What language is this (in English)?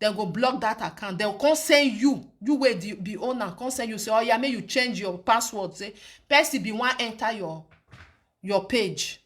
Nigerian Pidgin